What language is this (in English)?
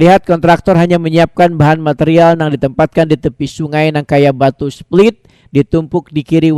Banjar